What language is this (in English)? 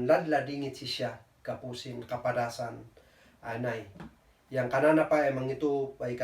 Kankanaey